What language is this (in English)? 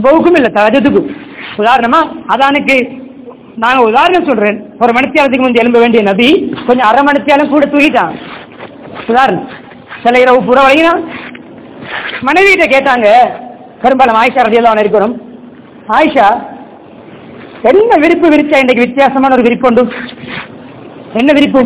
Tamil